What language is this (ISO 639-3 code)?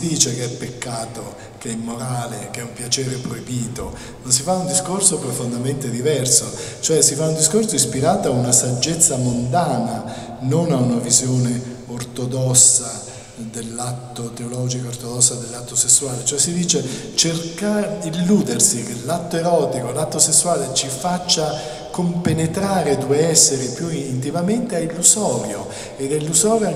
ita